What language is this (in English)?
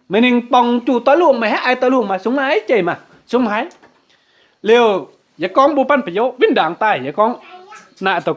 Kim Mun